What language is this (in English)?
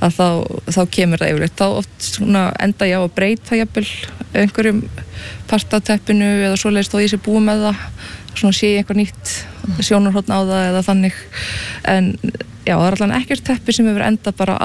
Icelandic